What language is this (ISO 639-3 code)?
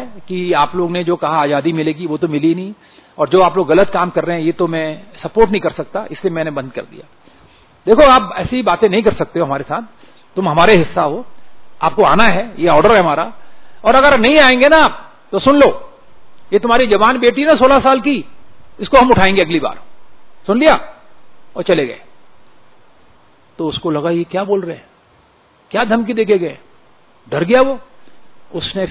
hin